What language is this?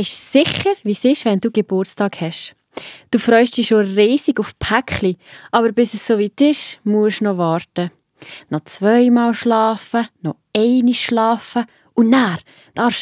Swiss German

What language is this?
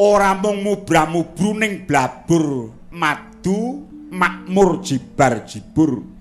Javanese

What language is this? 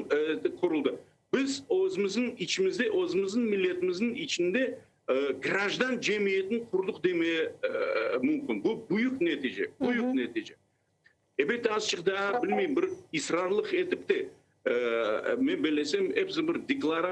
Crimean Tatar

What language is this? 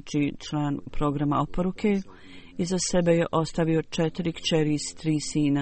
Bosnian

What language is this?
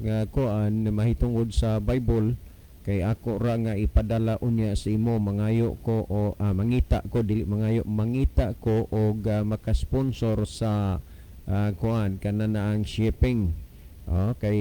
Cebuano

